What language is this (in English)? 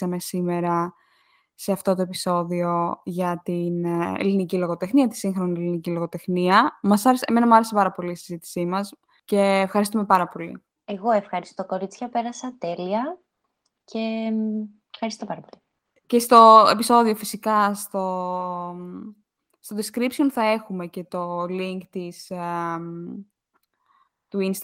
Greek